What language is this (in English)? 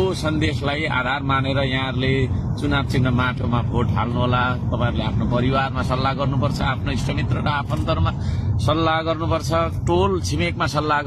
Nepali